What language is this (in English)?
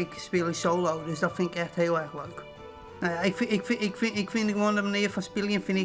Western Frisian